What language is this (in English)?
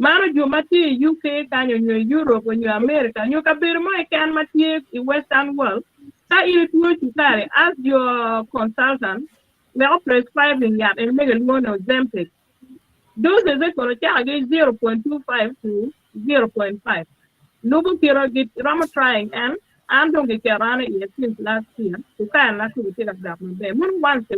Acoli